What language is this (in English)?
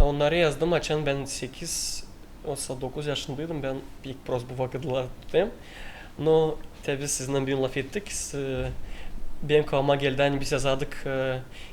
Gagauz